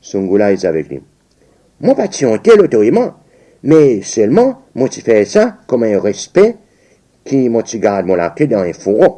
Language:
Seselwa Creole French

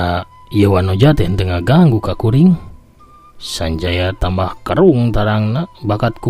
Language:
Sundanese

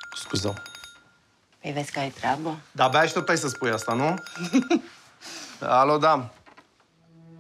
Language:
Romanian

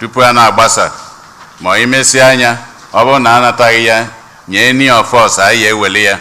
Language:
Igbo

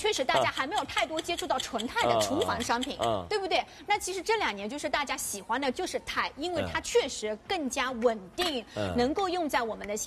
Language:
Chinese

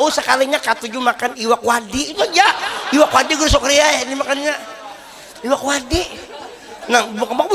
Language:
Banjar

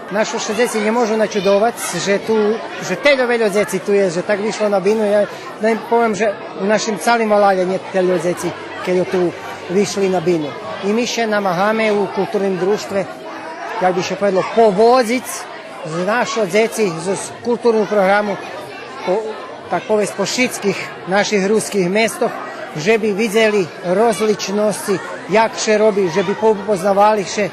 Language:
Rusyn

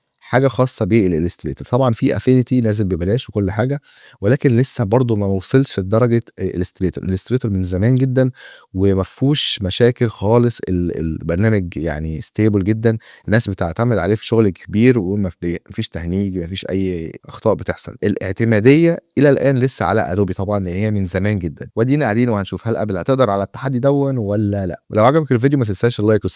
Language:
Egyptian Arabic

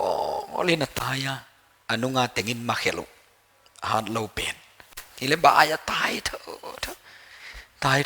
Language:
Paite Chin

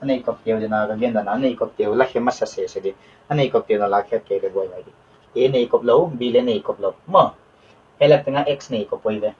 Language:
Paite Chin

